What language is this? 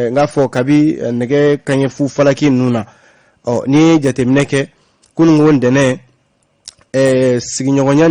Bambara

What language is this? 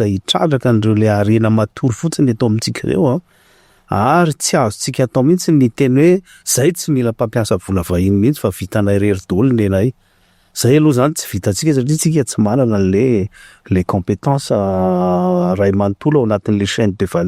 Malagasy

